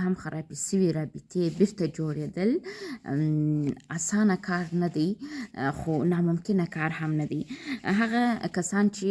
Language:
Pashto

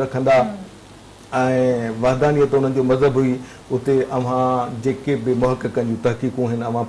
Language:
Sindhi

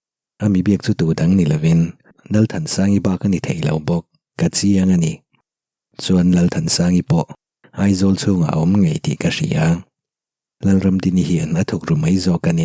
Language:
Mizo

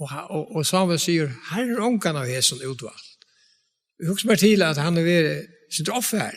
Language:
Faroese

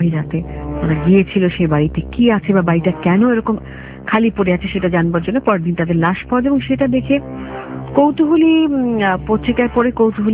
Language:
Bangla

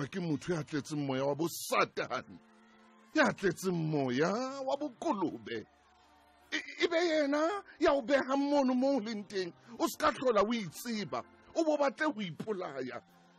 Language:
Southern Sotho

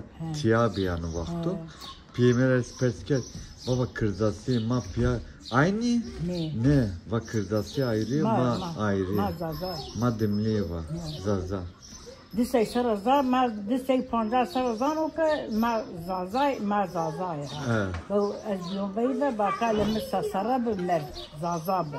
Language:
Zaza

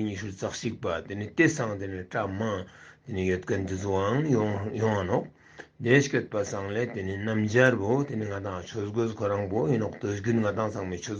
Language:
Ladakhi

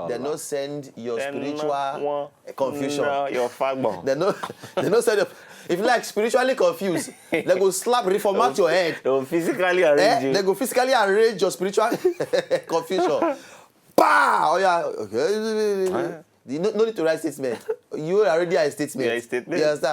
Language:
Nigerian Pidgin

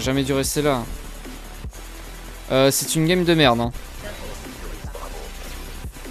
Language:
French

